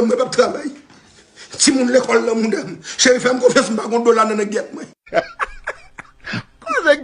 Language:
Haitian Creole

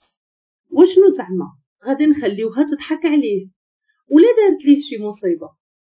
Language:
Moroccan Arabic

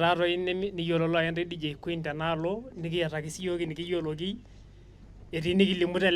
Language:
Masai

